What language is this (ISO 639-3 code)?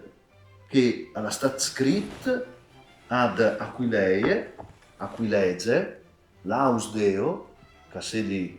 fur